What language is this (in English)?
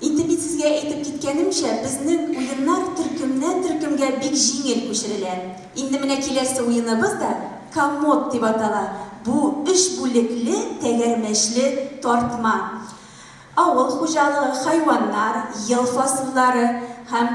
Tatar